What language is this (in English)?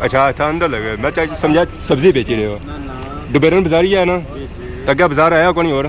Pahari-Potwari